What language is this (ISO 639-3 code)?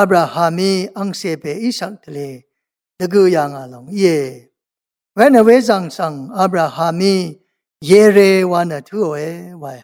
raw